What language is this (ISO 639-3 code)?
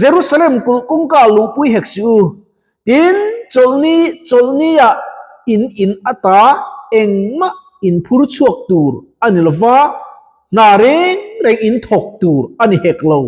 lus